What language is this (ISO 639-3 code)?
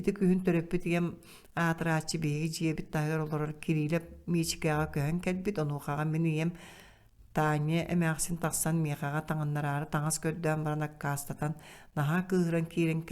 sah